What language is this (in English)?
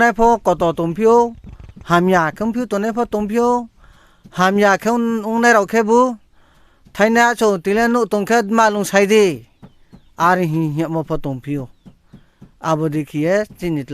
Riang (India)